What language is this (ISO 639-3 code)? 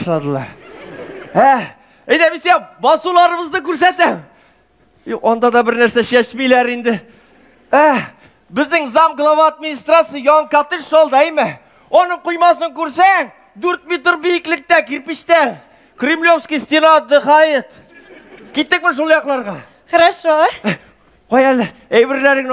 tat